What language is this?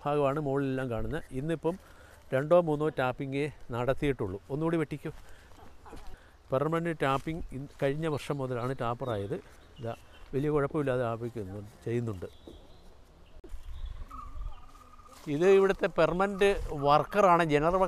Malayalam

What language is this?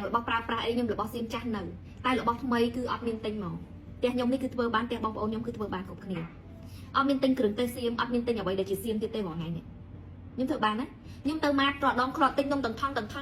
Khmer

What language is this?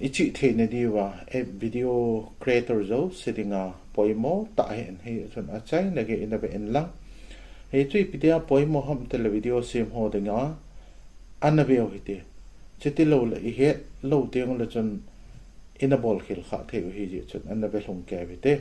Thado Chin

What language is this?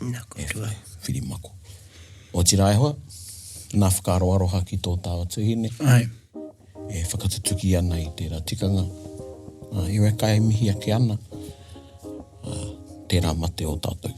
Māori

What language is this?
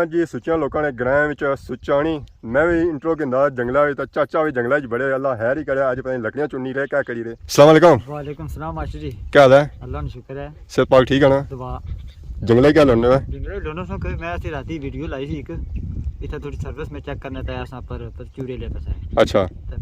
Pahari-Potwari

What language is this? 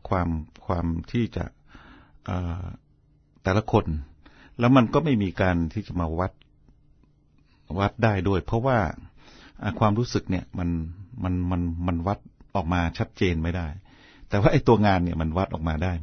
Thai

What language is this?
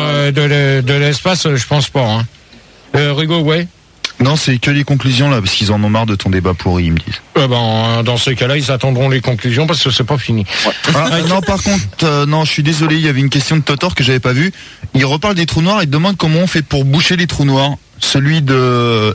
French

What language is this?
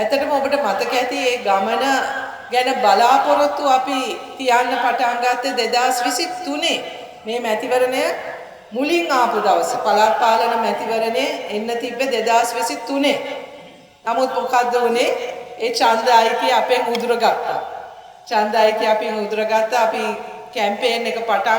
Sinhala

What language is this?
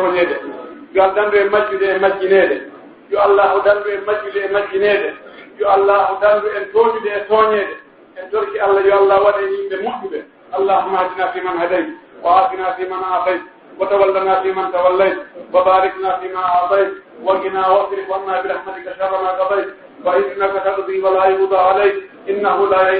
Pular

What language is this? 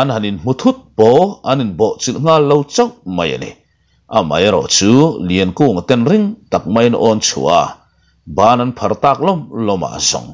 Mizo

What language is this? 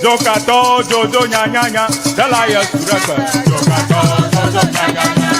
Ewe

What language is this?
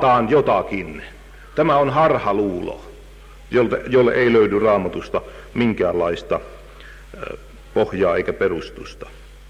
Finnish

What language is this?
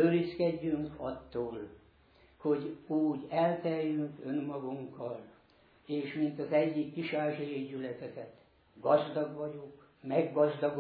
Hungarian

